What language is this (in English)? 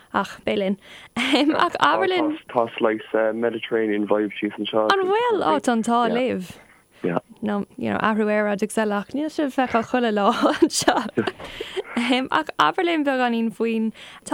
Irish